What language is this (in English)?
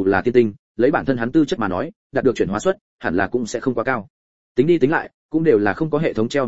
Vietnamese